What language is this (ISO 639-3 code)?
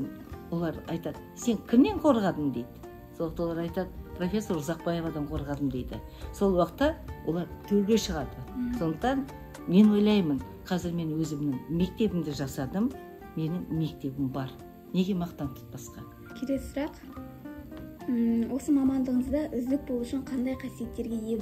kaz